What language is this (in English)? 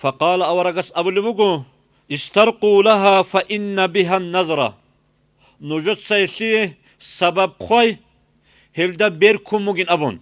Avaric